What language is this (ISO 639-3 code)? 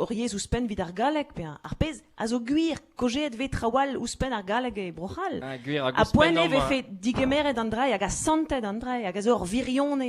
bre